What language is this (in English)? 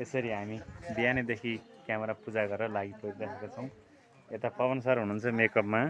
Nepali